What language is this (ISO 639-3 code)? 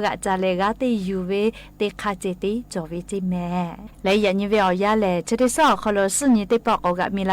lhu